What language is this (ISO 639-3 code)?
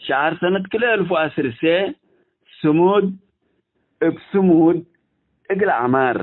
tig